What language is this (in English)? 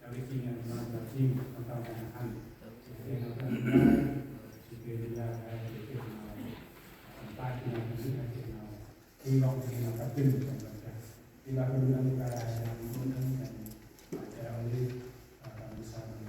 Central Mnong